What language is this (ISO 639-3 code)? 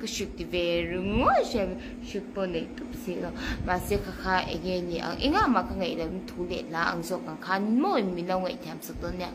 lus